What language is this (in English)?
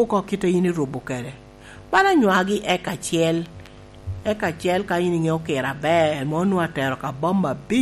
Lango (Uganda)